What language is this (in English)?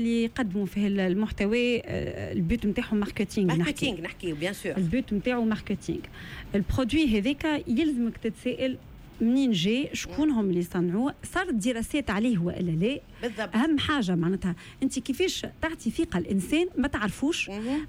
Tunisian Arabic